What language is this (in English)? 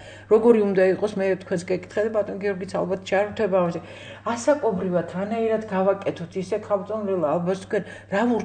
Georgian